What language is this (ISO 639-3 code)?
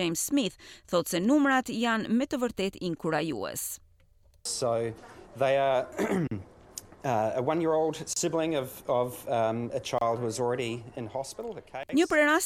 sqi